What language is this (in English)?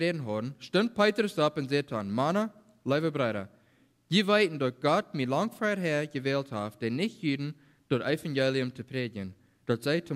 Plautdietsch